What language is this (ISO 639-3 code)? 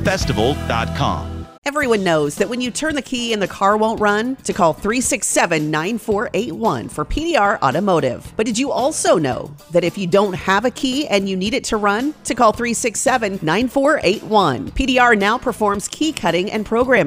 eng